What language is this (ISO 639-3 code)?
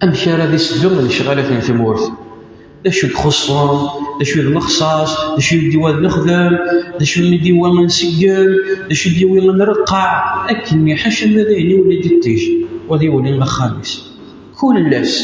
kab